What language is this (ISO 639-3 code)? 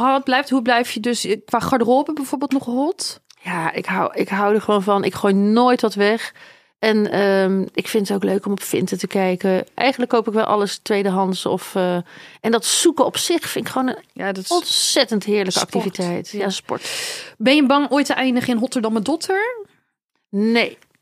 nld